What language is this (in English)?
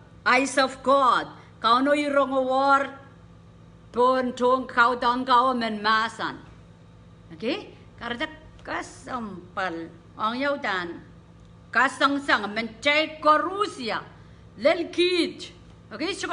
Pohnpeian